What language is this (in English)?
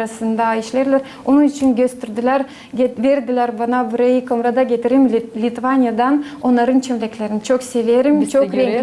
Gagauz